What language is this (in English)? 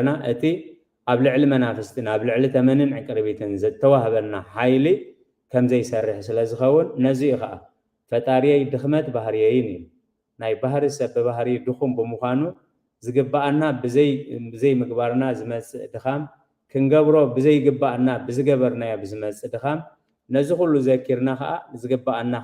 Tigrinya